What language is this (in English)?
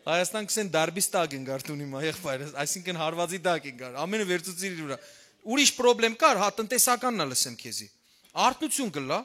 Western Armenian